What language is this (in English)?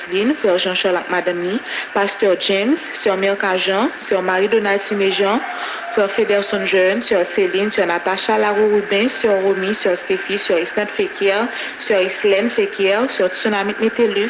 Haitian Creole